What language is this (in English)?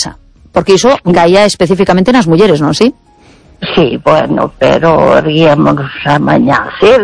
Galician